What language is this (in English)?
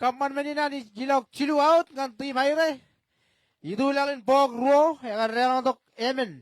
Marshallese